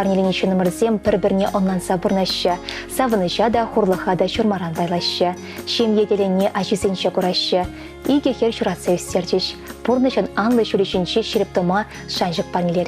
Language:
Chuvash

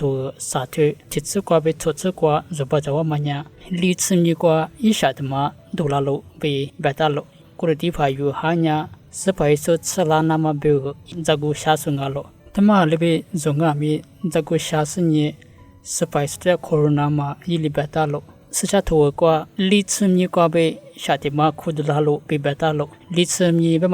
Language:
Lisu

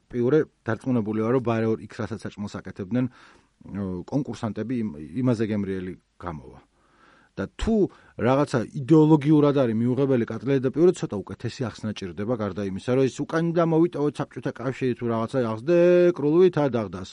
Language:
Georgian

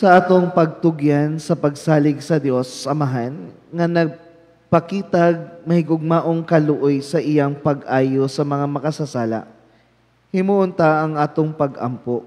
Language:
Cebuano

